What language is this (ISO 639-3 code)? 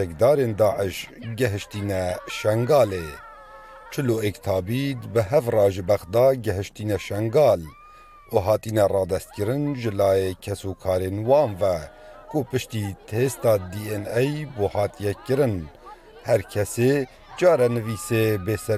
kur